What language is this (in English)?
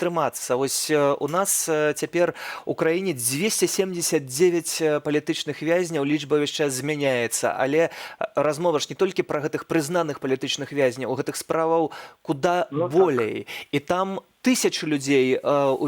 Belarusian